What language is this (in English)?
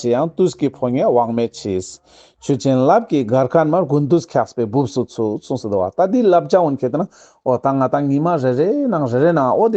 Ladakhi